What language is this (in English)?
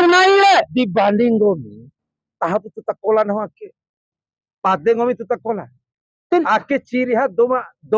Bima